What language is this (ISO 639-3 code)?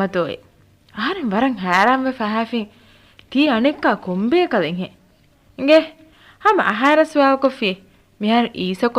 div